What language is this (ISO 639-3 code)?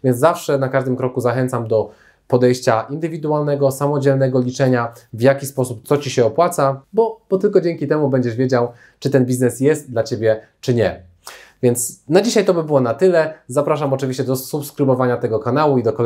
pol